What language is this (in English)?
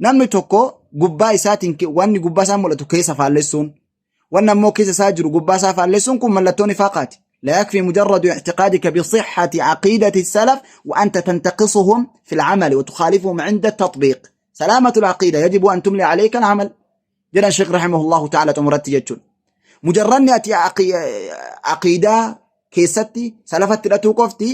Oromo